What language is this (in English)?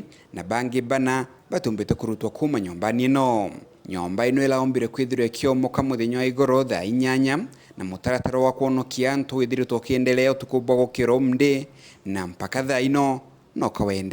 Meru